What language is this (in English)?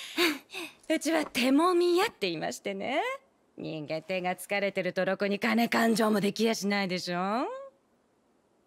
Japanese